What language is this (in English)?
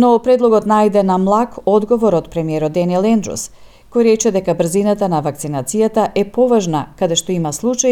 Macedonian